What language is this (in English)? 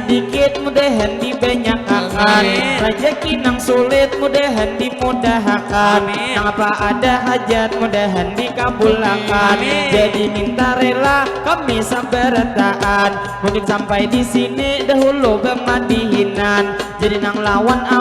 Banjar